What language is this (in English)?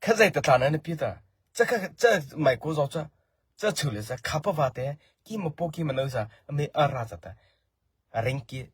Mara Chin